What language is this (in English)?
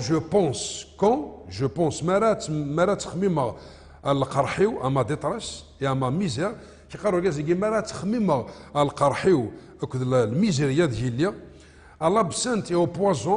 Kabyle